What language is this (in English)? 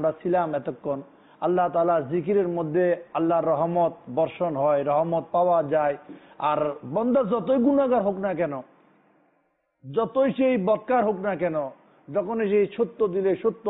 Bangla